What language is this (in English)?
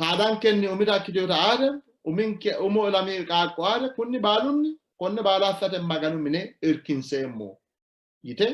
Sidamo